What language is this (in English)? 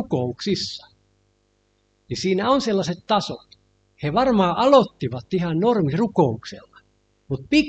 Finnish